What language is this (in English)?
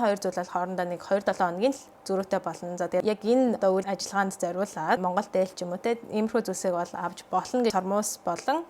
Mongolian